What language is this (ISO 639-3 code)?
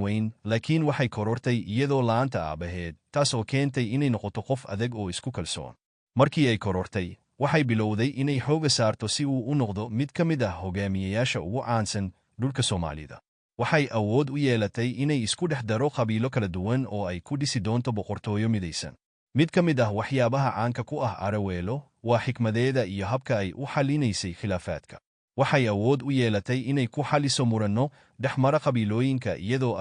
som